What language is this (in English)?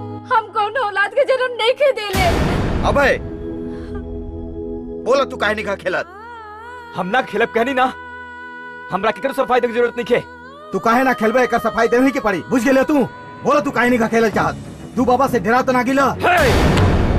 Bhojpuri